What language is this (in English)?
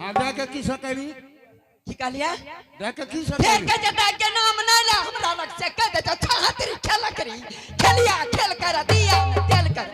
Angika